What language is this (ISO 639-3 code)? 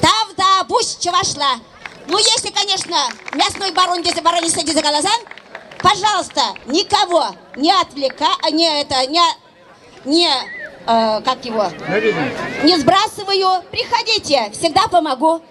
chv